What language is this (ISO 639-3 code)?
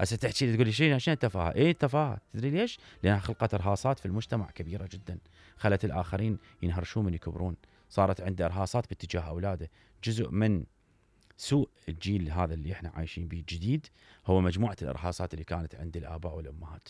acm